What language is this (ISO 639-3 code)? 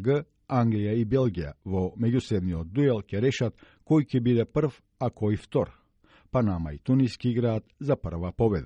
mkd